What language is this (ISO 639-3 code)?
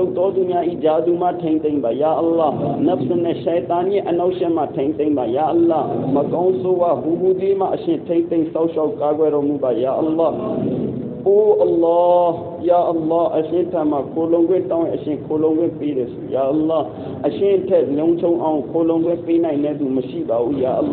mya